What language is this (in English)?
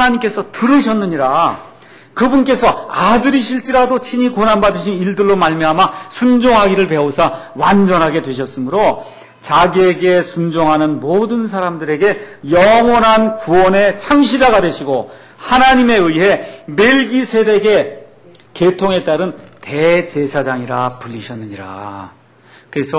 Korean